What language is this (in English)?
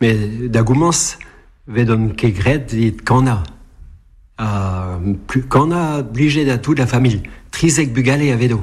Breton